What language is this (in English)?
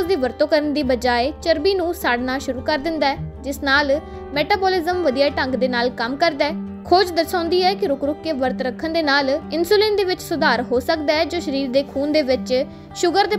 Punjabi